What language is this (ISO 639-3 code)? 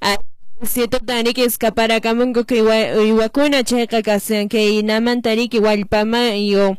que